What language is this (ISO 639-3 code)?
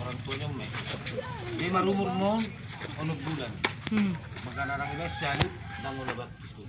bbc